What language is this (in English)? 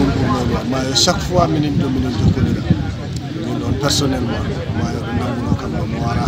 Fula